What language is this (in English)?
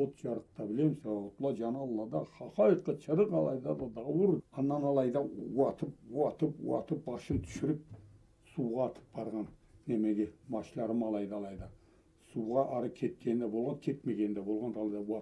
Karachay-Balkar